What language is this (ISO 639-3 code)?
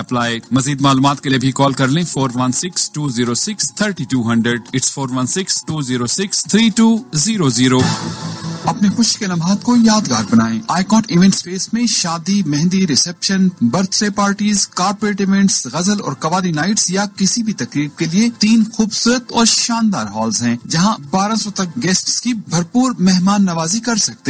urd